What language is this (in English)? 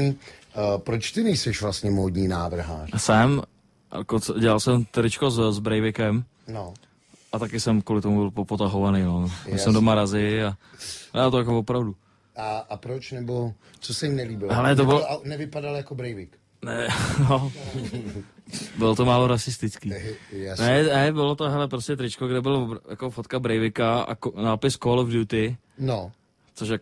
Czech